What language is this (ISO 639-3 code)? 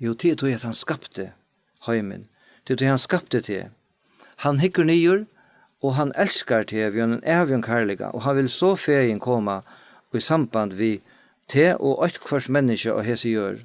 fao